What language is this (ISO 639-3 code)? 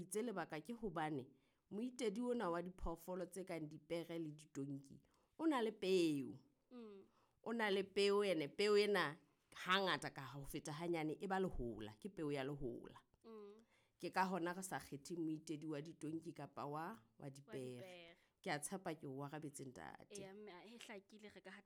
sot